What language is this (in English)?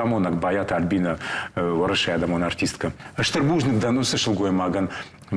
Ossetic